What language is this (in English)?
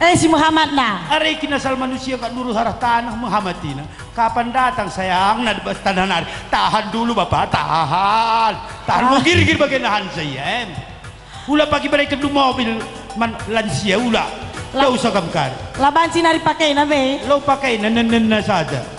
Batak Karo